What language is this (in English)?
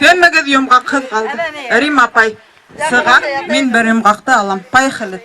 Bashkir